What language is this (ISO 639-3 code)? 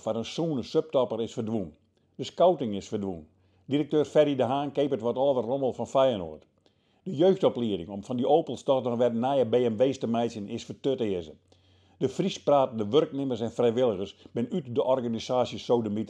fry